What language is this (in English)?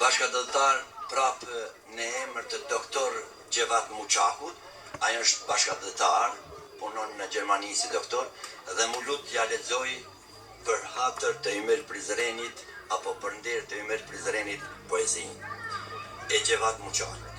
Albanian